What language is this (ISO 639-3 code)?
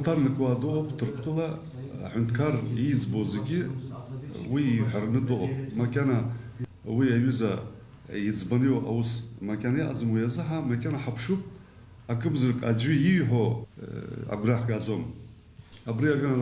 abk